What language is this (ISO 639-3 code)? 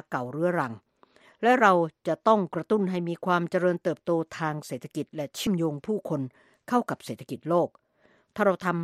tha